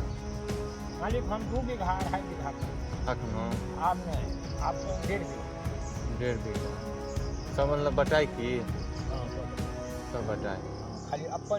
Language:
Maithili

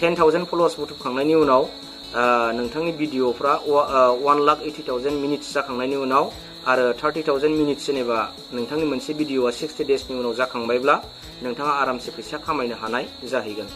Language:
Bodo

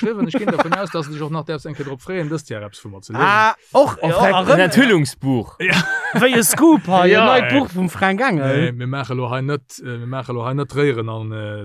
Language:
Luxembourgish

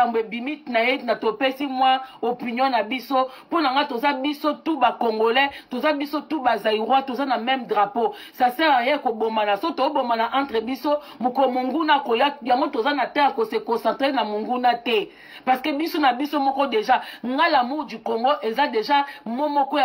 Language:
Lingala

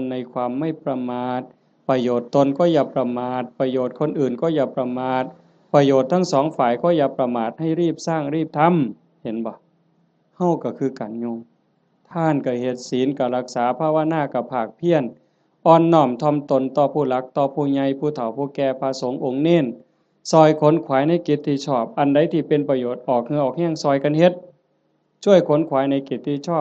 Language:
Northeastern Thai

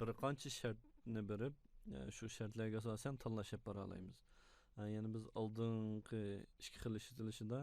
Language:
Uyghur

